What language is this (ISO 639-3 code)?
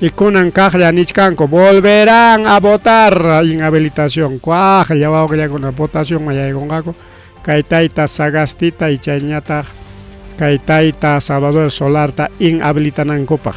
quy